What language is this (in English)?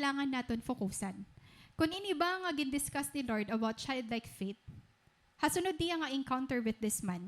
Waray